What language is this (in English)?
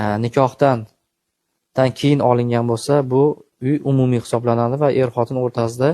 Uzbek